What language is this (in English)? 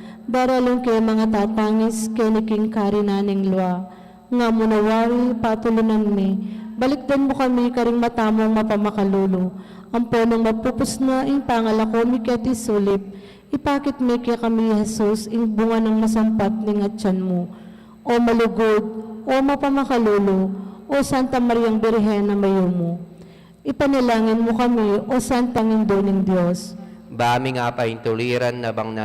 Pampanga